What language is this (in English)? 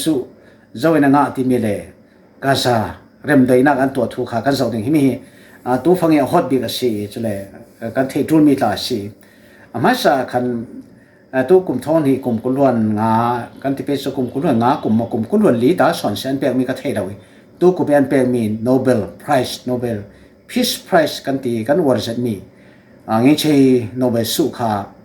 Falam Chin